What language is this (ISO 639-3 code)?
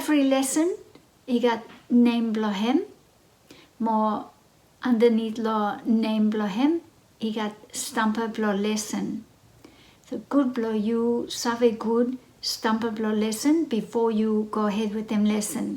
bis